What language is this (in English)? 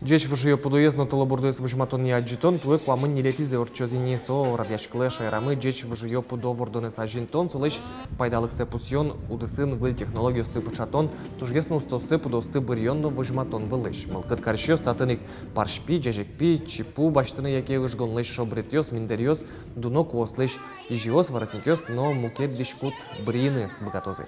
Udmurt